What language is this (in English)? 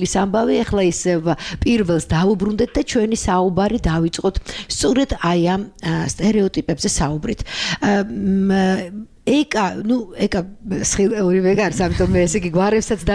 Georgian